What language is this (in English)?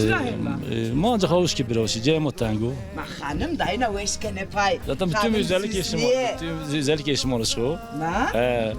Zaza